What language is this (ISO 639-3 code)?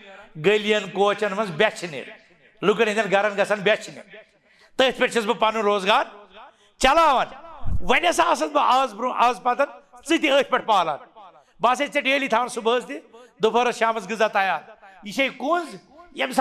kas